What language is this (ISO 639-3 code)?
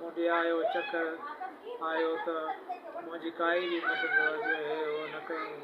snd